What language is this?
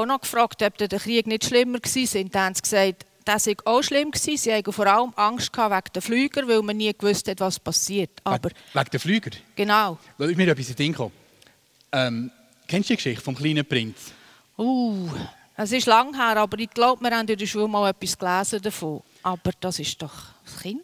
Swiss German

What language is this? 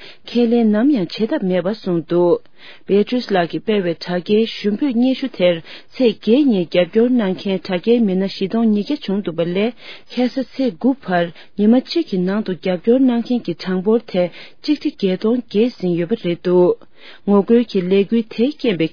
Tibetan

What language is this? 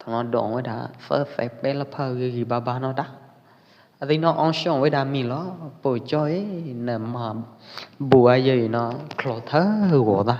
Pwo Eastern Karen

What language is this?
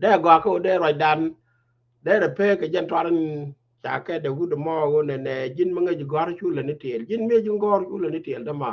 Nuer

